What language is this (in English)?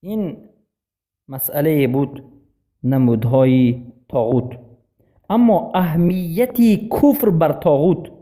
Persian